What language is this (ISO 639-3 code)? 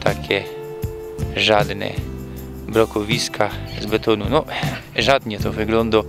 szl